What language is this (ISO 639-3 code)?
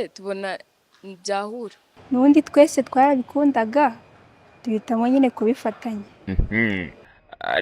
kin